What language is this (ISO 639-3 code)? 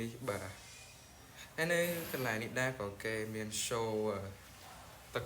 khm